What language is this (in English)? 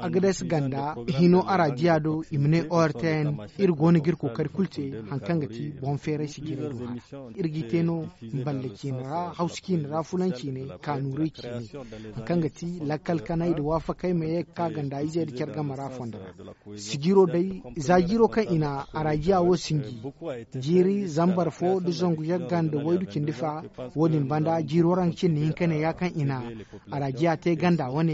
Zarma